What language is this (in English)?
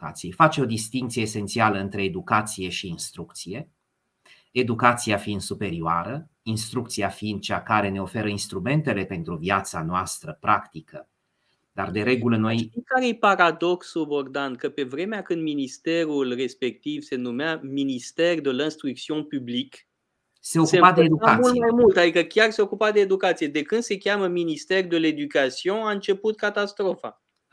Romanian